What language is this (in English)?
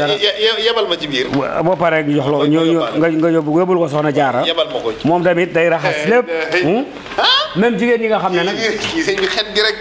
Wolof